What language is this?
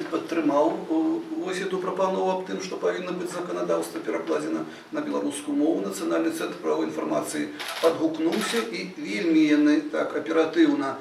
Belarusian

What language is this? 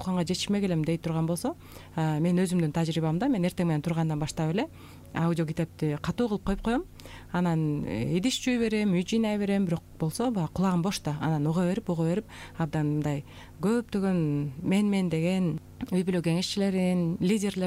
Kyrgyz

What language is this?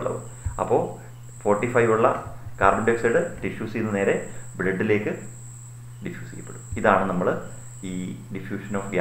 Malayalam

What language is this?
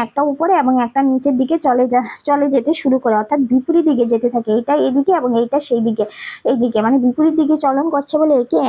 Bangla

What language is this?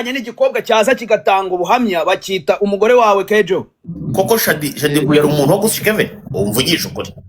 Kinyarwanda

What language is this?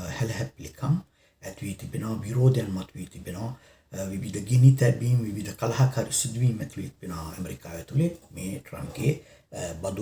Sinhala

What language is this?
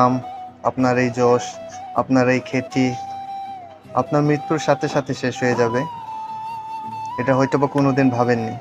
Bangla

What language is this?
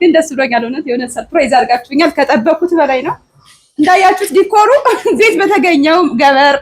Amharic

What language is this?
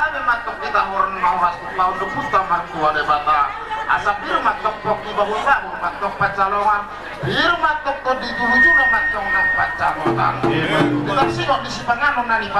Batak Toba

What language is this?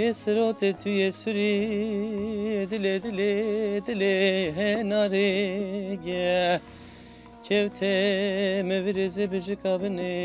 Zaza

